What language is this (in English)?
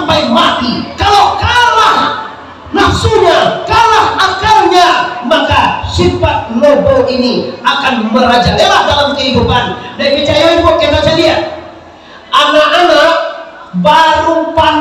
Minangkabau